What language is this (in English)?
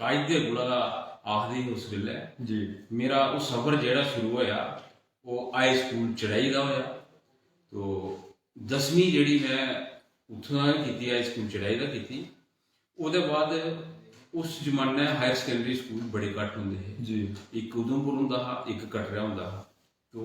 Dogri